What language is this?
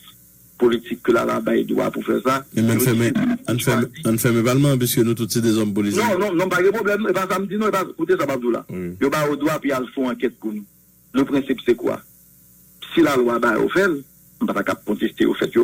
Haitian Creole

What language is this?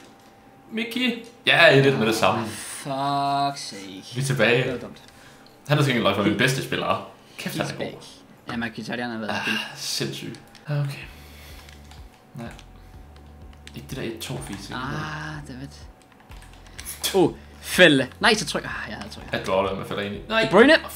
Danish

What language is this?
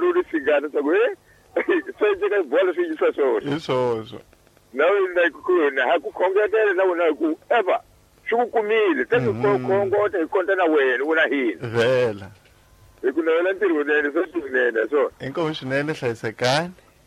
Tsonga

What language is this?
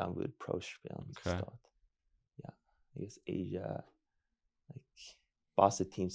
Plautdietsch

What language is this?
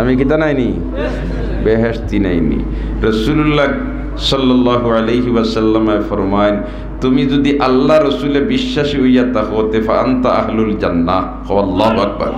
Sylheti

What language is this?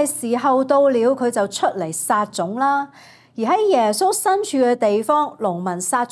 Cantonese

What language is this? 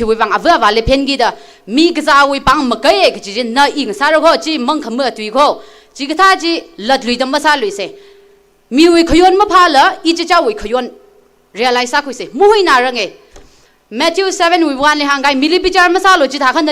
Tangkhul Naga (India)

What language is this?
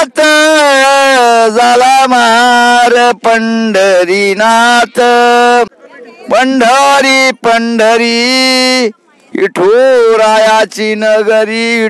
Marathi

